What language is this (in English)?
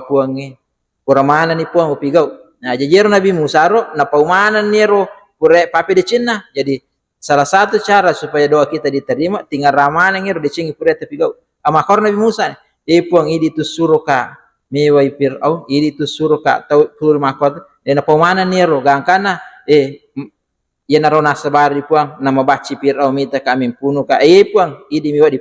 Buginese